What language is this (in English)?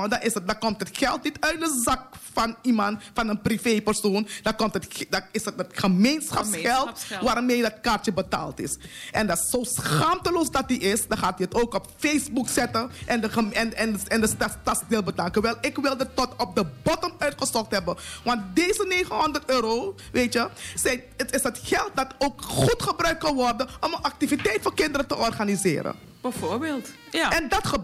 Dutch